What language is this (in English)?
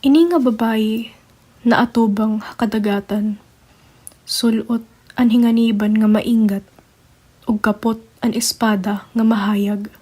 Waray